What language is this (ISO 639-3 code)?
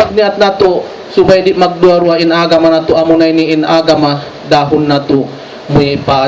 tsg